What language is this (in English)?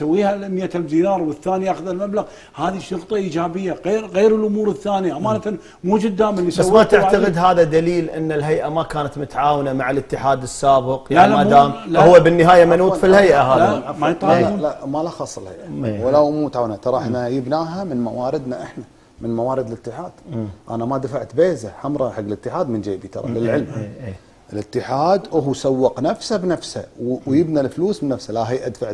Gulf Arabic